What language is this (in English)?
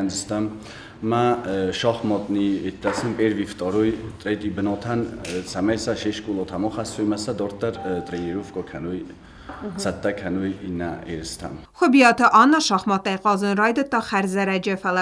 Ossetic